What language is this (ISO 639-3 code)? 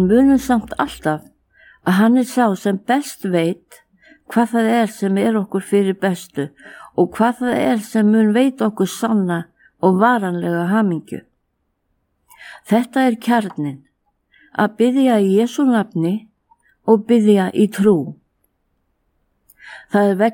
isl